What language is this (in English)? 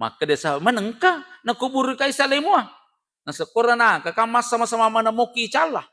Buginese